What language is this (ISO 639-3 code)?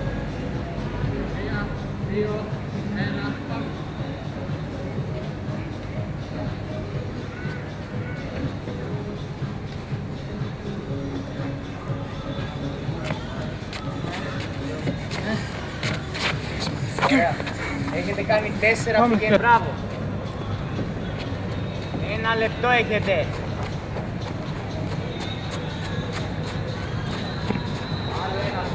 ell